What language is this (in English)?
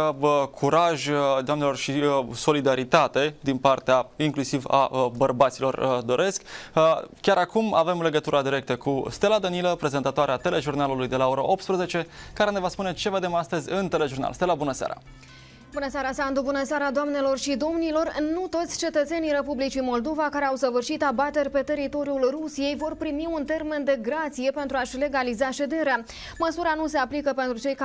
Romanian